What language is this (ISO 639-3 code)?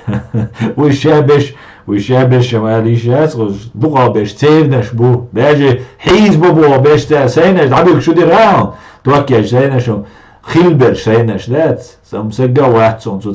che